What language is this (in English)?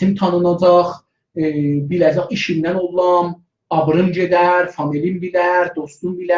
South Azerbaijani